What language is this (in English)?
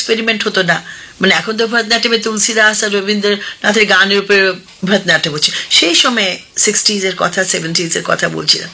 Bangla